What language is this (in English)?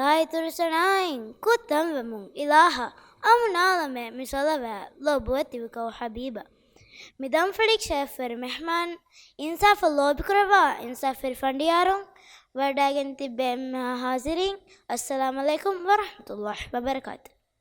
Divehi